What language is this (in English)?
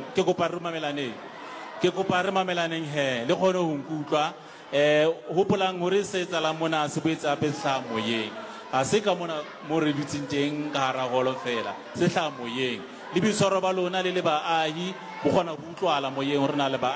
Southern Sotho